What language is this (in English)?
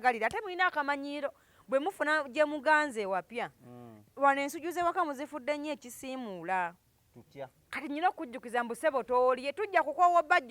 Ganda